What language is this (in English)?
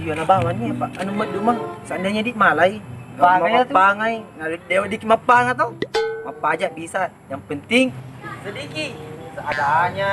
Buginese